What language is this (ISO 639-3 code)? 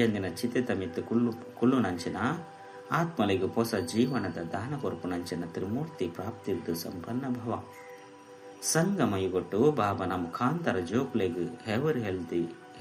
tcy